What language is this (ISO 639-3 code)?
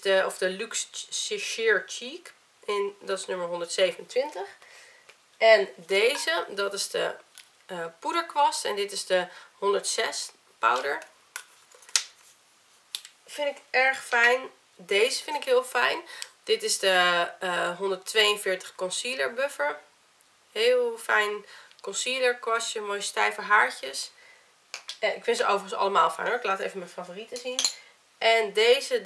nld